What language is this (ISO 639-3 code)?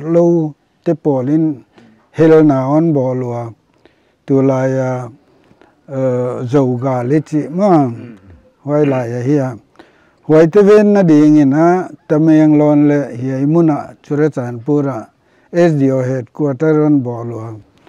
pck